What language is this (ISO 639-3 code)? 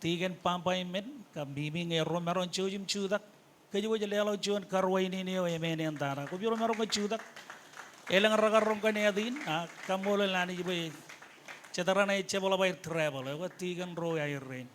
mah